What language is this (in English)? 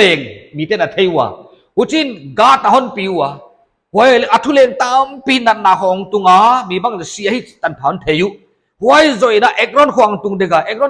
Paite Chin